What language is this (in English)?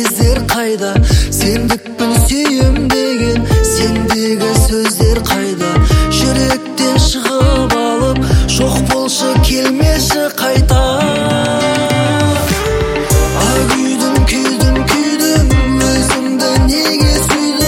Kazakh